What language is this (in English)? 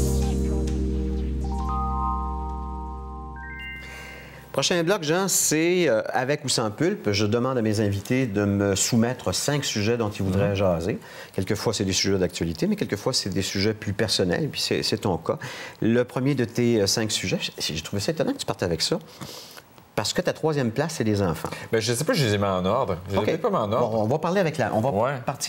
French